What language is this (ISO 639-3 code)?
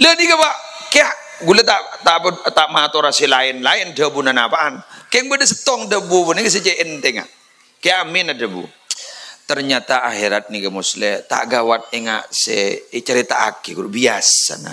mad